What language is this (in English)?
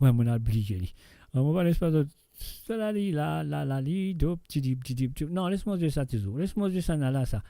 Morisyen